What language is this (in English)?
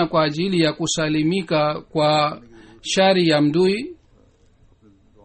Swahili